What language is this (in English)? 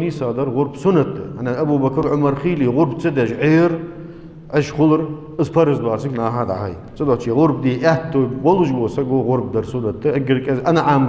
Ingush